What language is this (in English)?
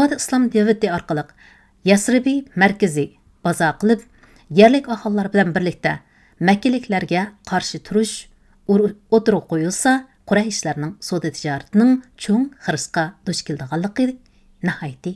Uyghur